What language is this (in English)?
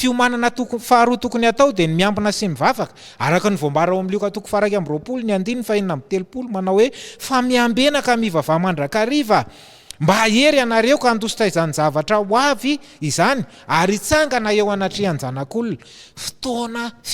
Malagasy